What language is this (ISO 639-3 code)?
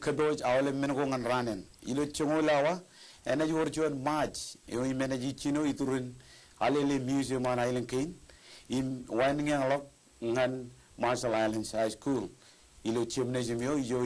mah